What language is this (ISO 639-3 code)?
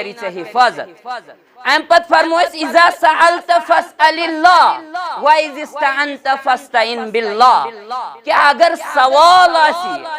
kas